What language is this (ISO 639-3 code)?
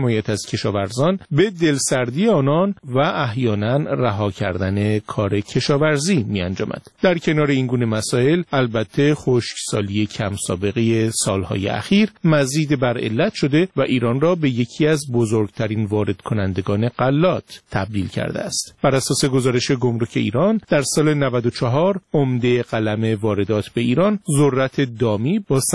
fas